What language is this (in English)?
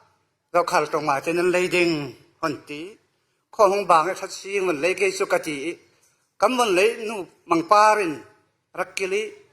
Falam Chin